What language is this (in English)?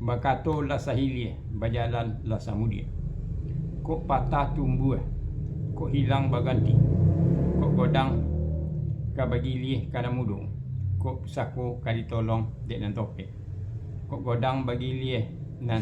Minangkabau